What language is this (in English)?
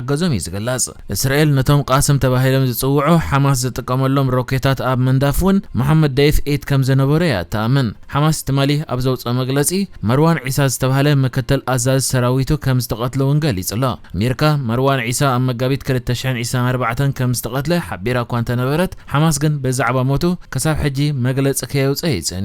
Tigrinya